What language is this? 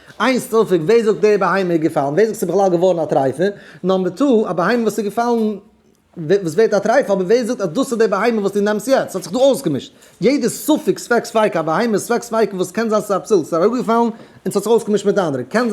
Yiddish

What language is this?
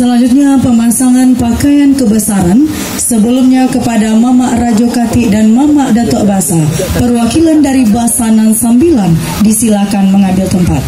Minangkabau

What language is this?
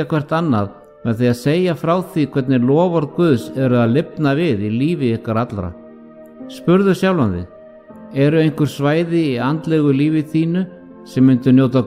Icelandic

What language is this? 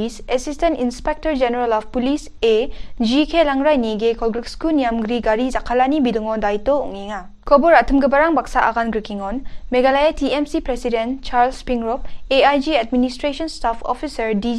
Garo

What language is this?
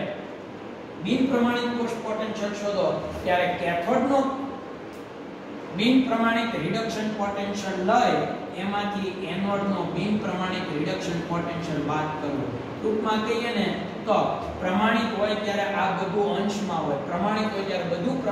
Gujarati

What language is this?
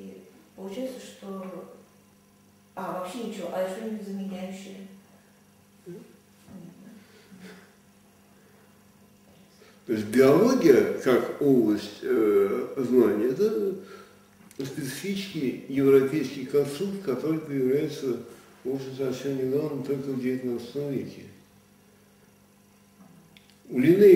Russian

